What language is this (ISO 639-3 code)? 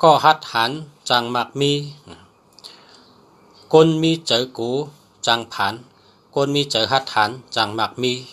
shn